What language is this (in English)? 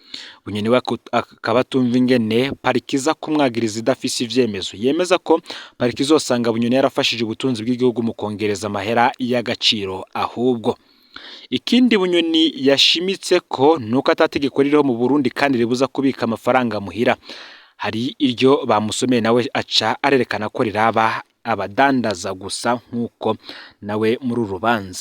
Rundi